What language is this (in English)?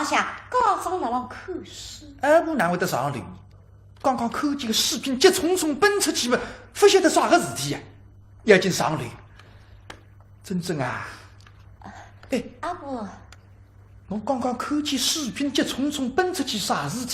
Wu Chinese